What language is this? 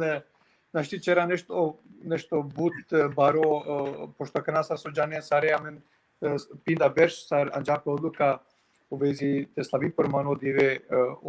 Balkan Romani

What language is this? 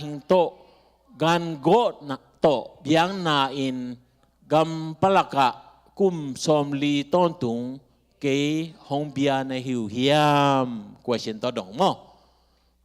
Tedim Chin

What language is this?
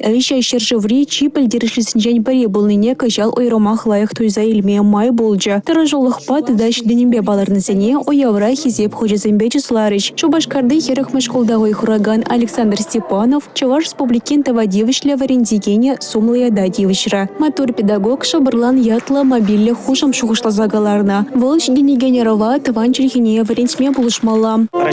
Chuvash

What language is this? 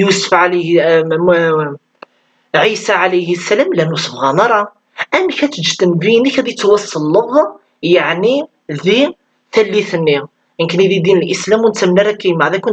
Kabyle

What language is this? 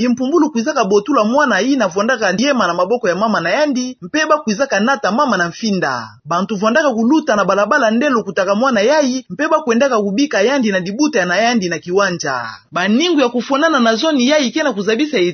Kituba (Democratic Republic of Congo)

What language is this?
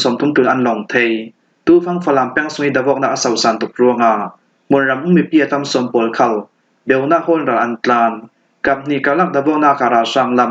Falam Chin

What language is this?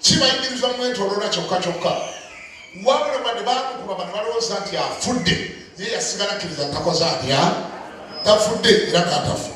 Ganda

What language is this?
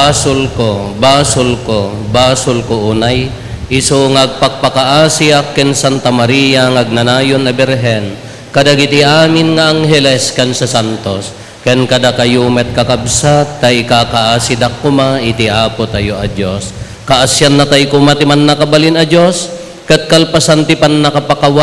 Iloko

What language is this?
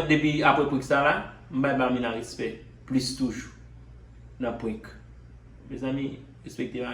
Haitian Creole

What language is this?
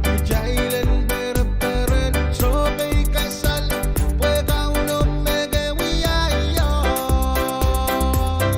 Pohnpeian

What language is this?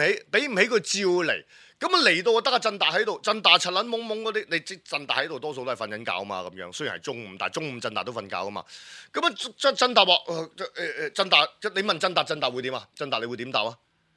Cantonese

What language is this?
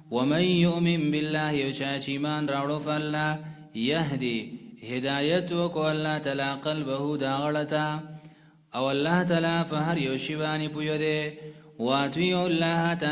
Pashto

